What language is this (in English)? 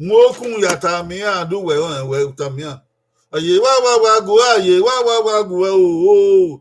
Bini